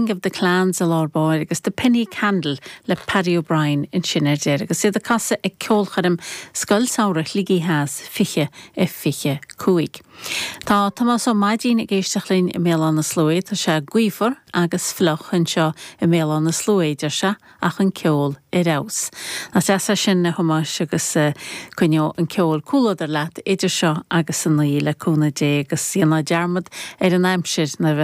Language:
Irish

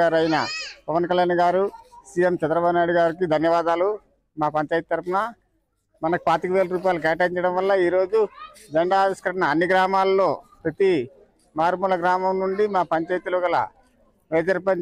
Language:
Telugu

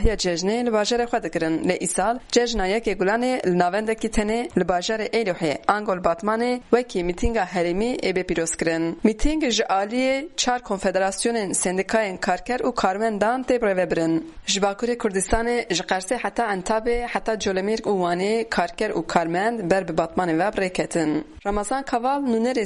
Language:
Kurdish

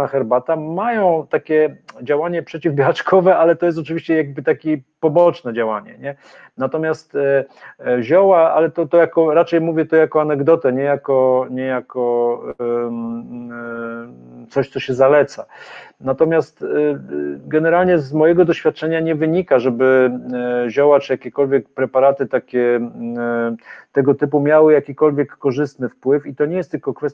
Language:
Polish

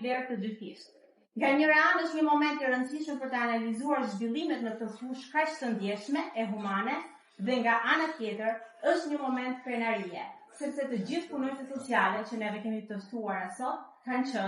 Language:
Albanian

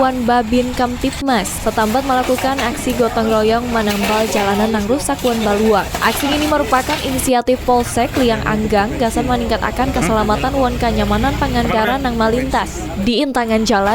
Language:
Banjar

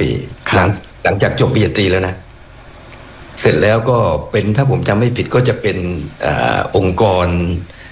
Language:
Thai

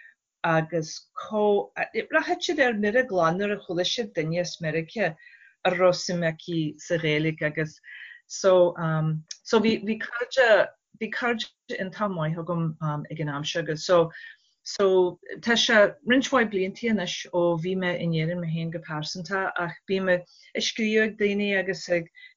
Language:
Irish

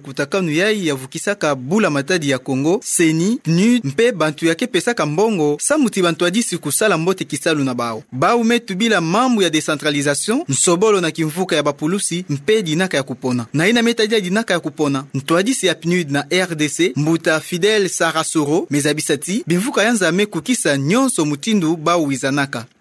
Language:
Kituba (Democratic Republic of Congo)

